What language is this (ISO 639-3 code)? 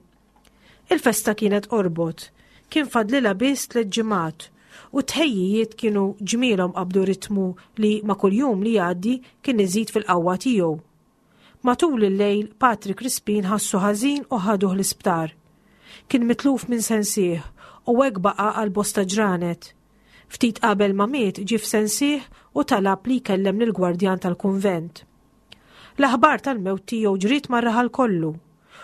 mlt